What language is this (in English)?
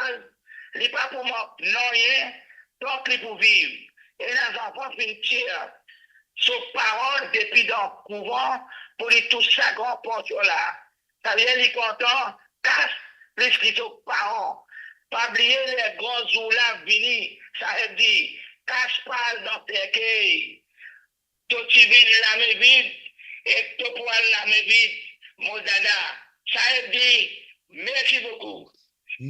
Morisyen